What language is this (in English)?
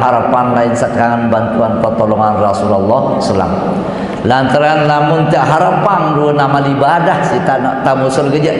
Sasak